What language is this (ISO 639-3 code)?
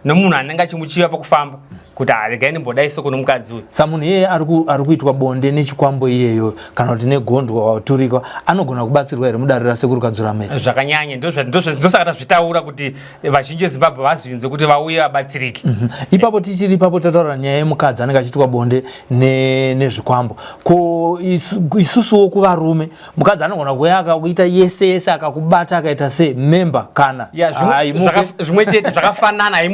sna